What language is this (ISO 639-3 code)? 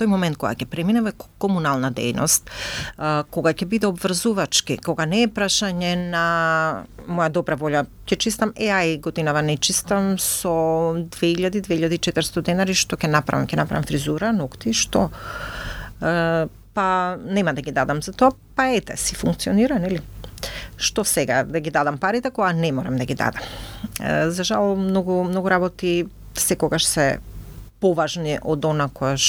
mkd